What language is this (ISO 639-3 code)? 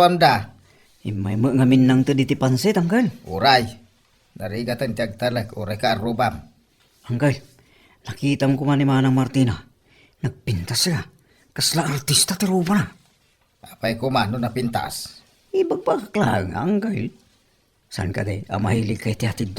ilo